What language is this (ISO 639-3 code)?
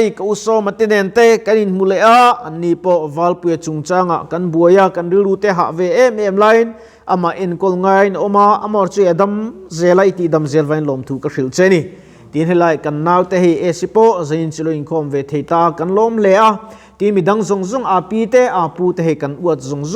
lus